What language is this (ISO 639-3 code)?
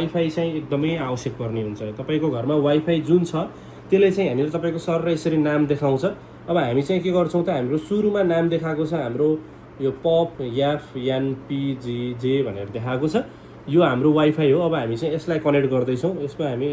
nep